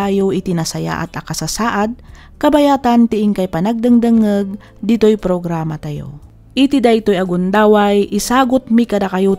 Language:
Iloko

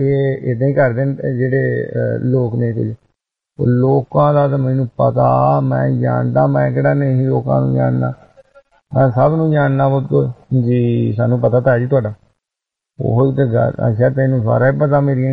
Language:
Punjabi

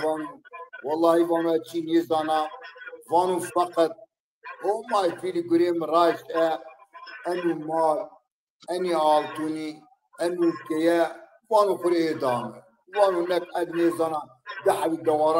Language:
Zaza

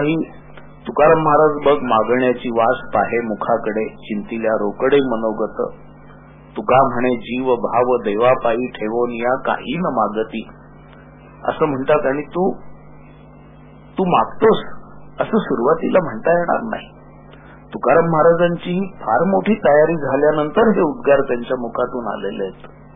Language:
Marathi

